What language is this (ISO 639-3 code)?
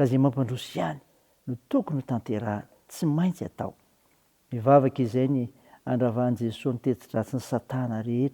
mlg